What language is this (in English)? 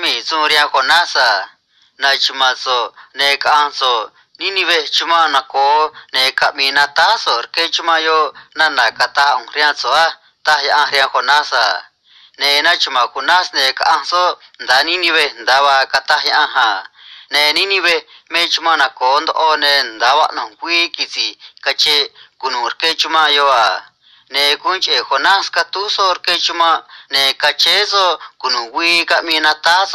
Copala Triqui